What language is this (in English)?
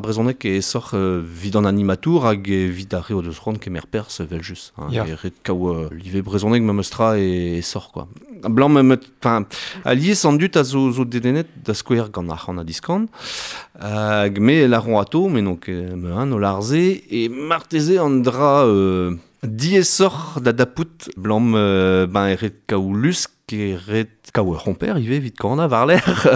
Breton